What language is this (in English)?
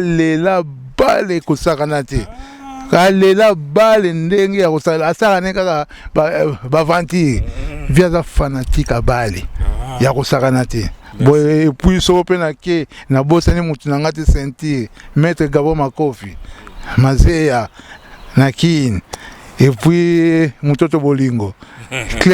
Lingala